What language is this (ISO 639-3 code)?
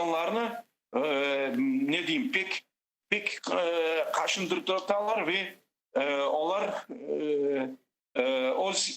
crh